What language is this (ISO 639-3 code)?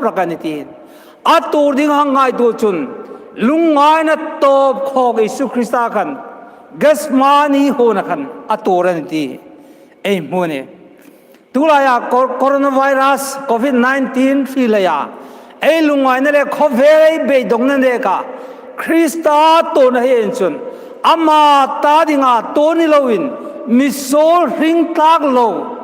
hmr